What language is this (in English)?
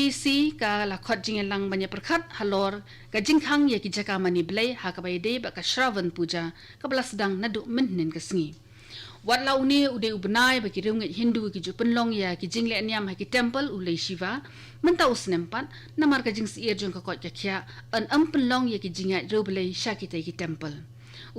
Khasi